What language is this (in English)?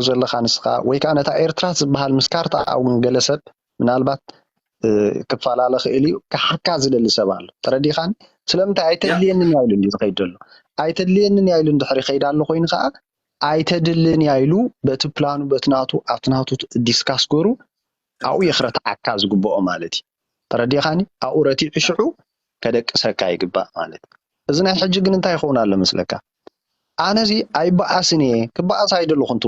Tigrinya